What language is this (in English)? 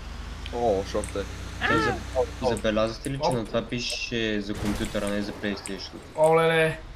Bulgarian